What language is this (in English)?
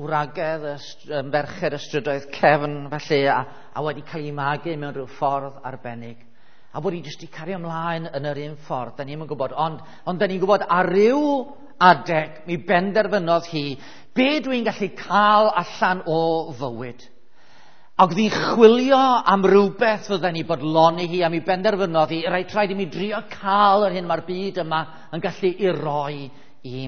Welsh